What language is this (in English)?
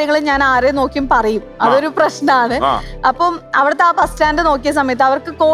Malayalam